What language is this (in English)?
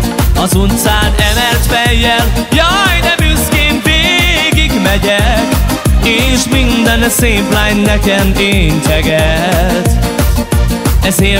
Hungarian